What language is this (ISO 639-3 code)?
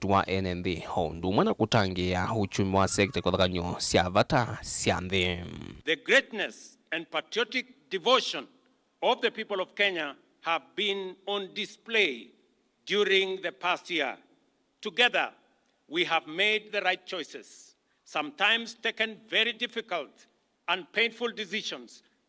kam